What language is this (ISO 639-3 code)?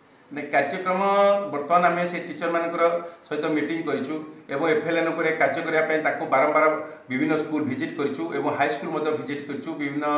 ori